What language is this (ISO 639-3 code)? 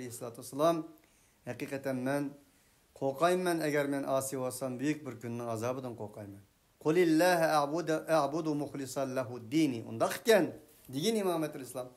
uig